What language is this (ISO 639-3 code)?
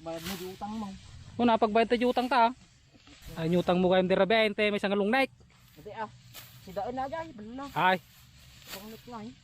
ilo